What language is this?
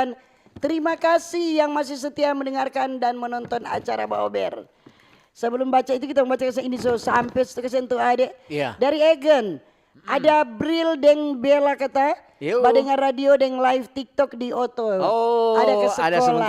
Manado Malay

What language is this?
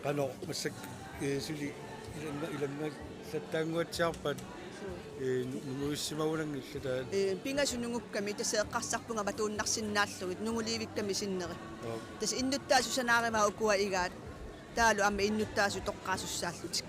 Kalaallisut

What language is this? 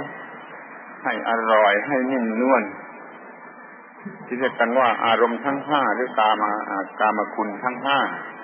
Thai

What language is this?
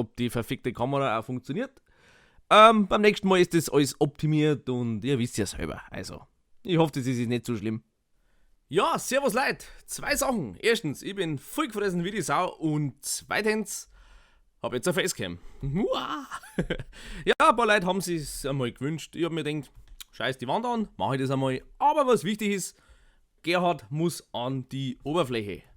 Bavarian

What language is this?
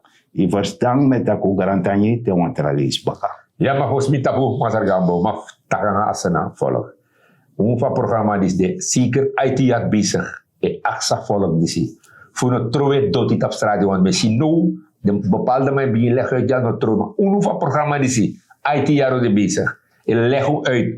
Sranan Tongo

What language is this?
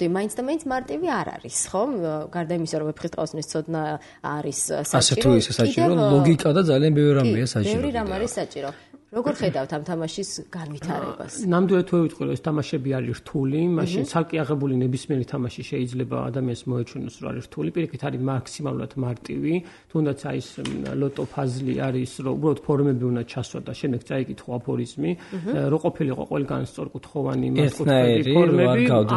Georgian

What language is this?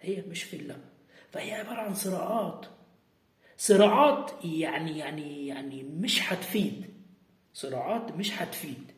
Egyptian Arabic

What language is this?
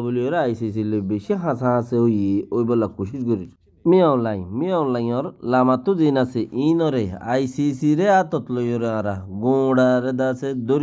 Rohingya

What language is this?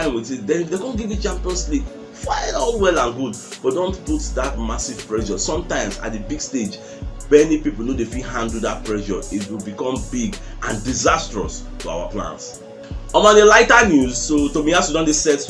Nigerian Pidgin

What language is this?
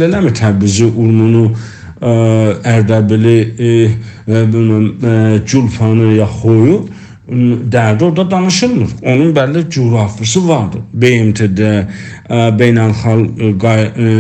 South Azerbaijani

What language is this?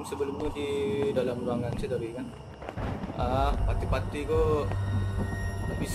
Minangkabau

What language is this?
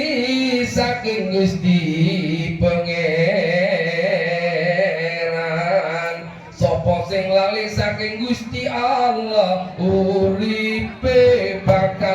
Madurese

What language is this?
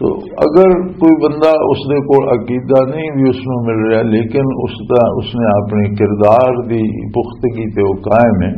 Western Panjabi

